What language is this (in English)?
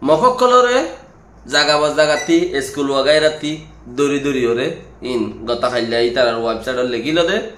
Rohingya